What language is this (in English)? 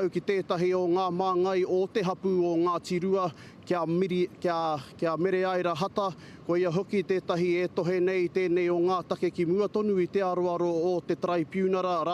Māori